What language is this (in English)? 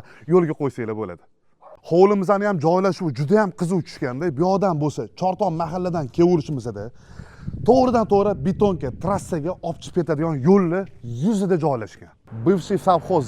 Uzbek